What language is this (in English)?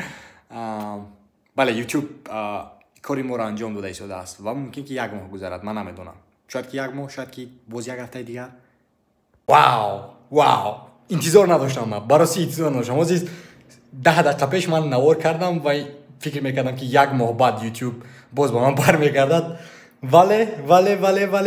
Tajik